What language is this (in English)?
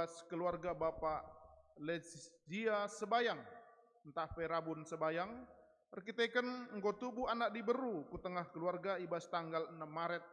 Batak Karo